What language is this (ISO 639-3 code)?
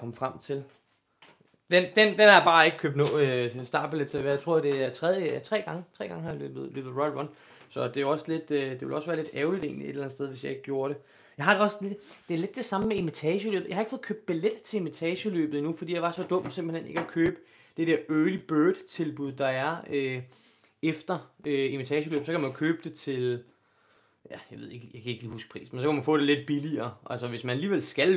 dan